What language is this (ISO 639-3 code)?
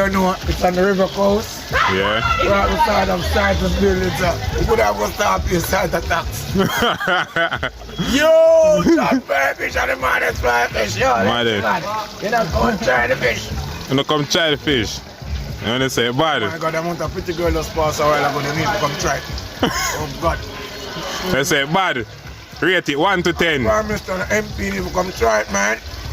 jam